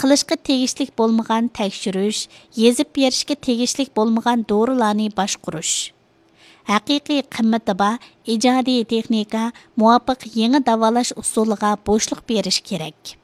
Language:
Uyghur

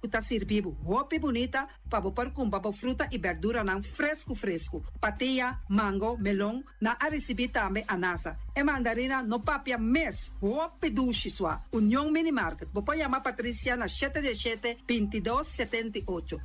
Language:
Papiamento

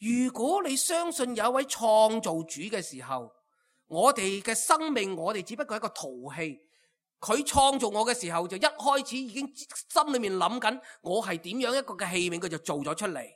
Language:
Cantonese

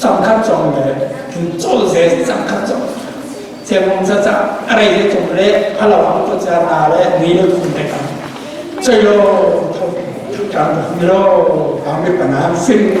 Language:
Falam Chin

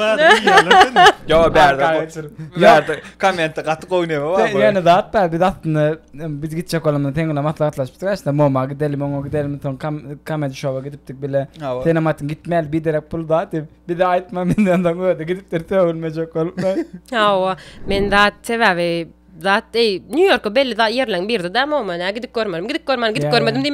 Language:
Turkmen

